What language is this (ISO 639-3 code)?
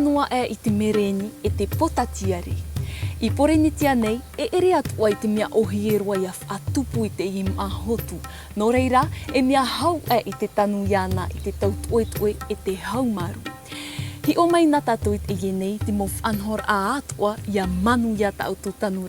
tah